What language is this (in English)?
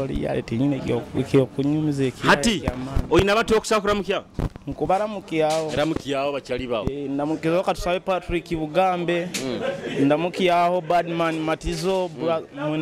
Nyoro